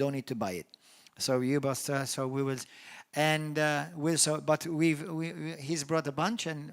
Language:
English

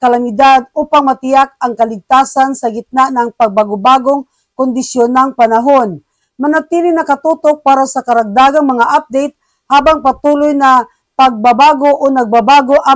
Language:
Filipino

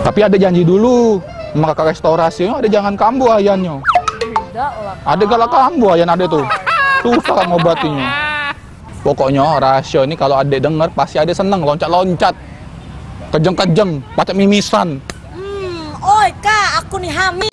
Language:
Musi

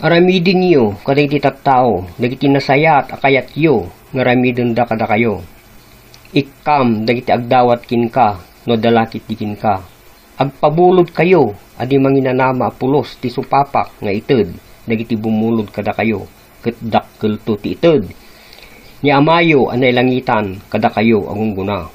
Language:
Iloko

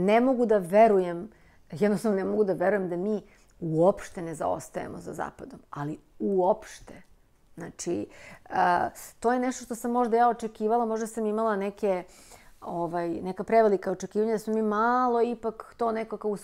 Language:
Serbian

